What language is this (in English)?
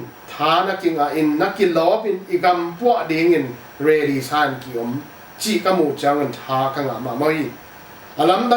Tedim Chin